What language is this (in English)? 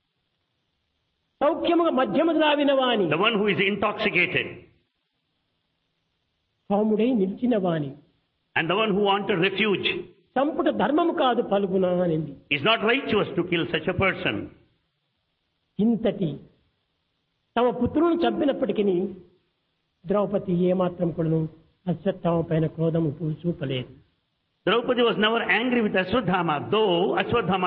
Telugu